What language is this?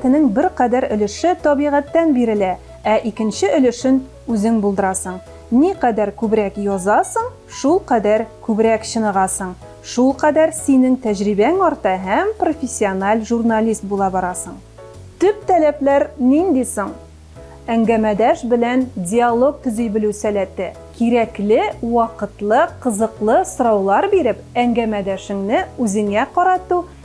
Tatar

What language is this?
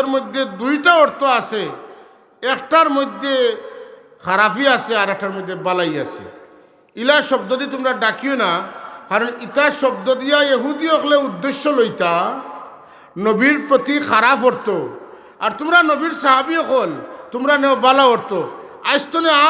Sylheti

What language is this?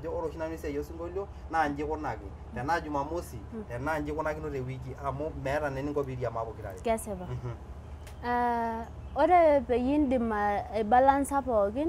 Masai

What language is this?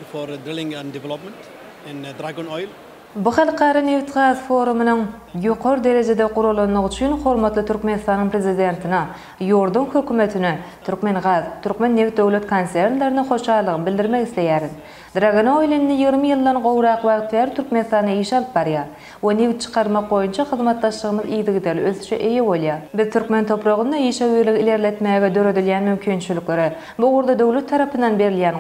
Turkmen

